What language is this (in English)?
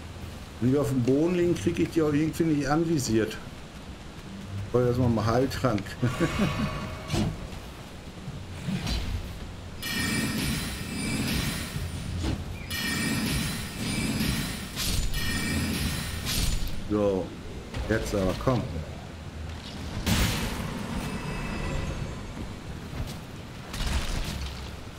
German